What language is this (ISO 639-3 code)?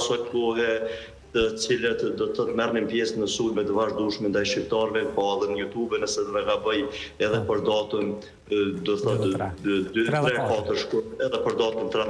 sqi